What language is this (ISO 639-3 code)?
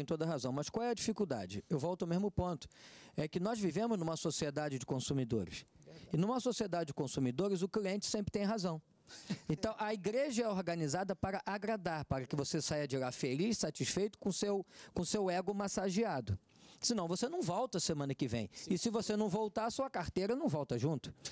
por